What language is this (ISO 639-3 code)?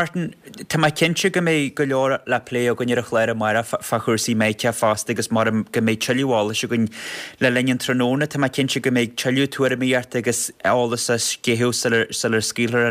gle